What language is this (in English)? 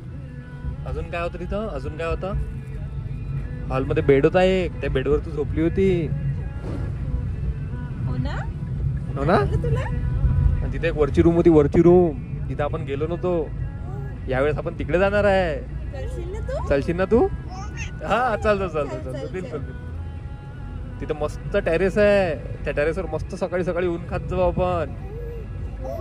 Marathi